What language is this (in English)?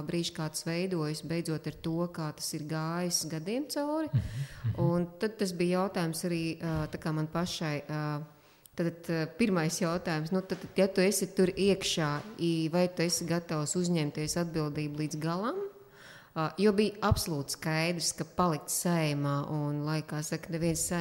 Latvian